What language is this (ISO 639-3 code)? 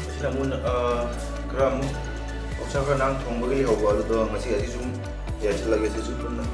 mni